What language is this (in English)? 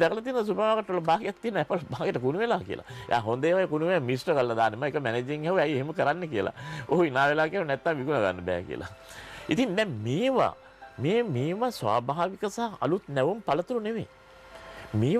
Sinhala